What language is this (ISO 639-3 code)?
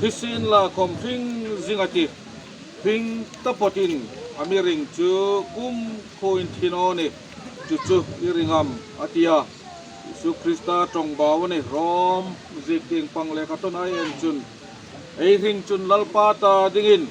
hmr